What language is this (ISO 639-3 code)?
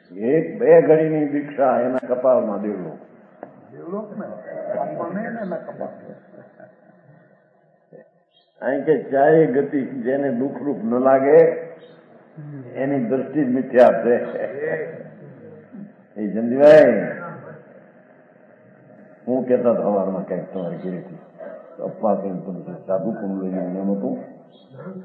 guj